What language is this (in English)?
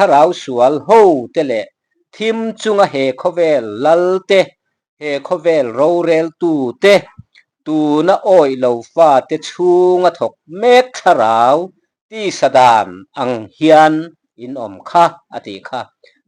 Mizo